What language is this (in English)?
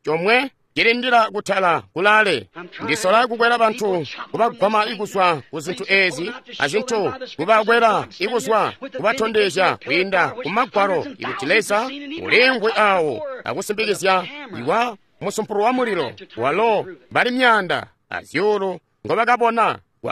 Tonga (Zambia)